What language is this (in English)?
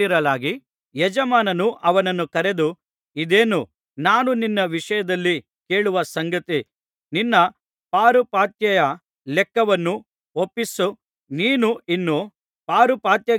Kannada